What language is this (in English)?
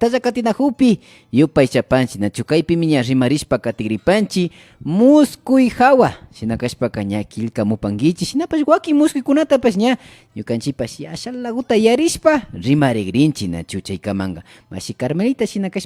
Imbabura Highland Quichua